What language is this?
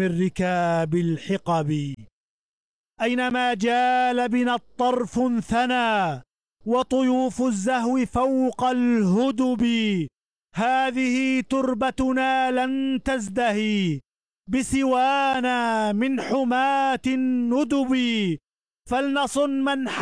Arabic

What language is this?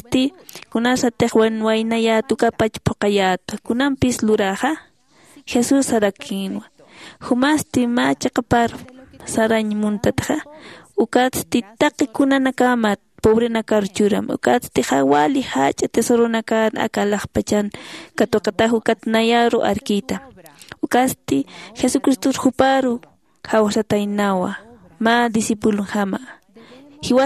Aymara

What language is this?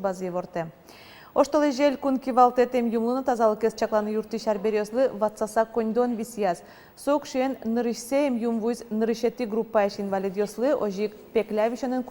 Udmurt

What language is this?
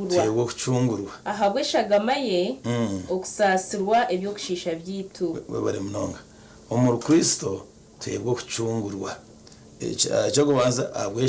Nyankole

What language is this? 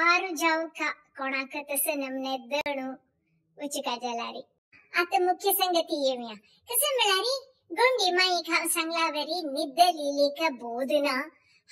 Konkani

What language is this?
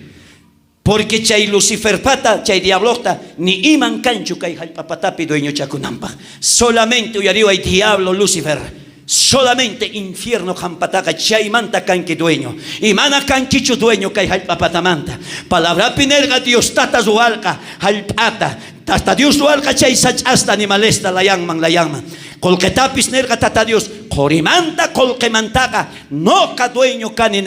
South Bolivian Quechua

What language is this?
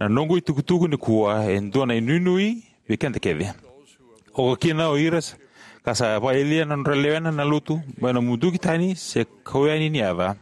Fijian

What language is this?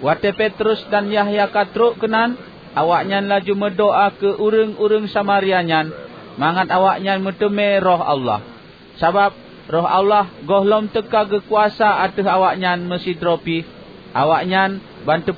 Achinese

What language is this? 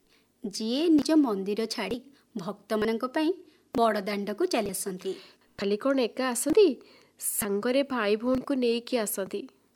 Odia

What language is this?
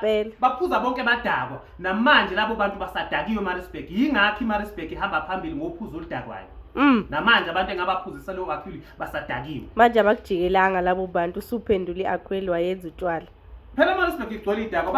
Zulu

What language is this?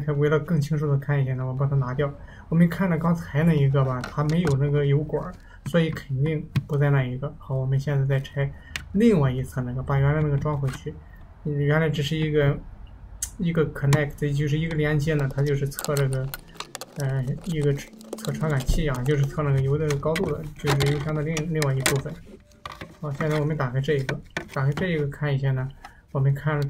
Chinese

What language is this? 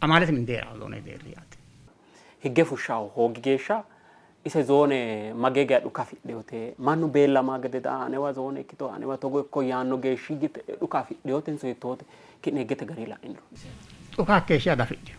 Sidamo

